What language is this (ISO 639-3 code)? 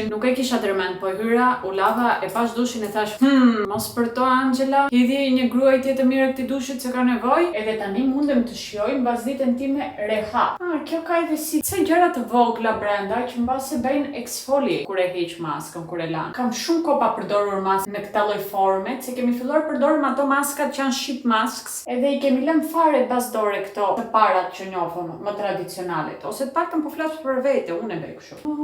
sqi